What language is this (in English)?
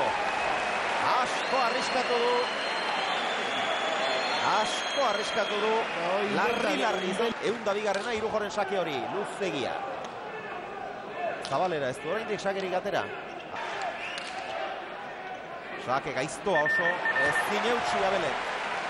Basque